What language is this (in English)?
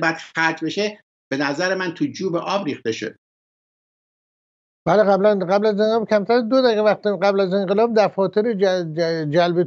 Persian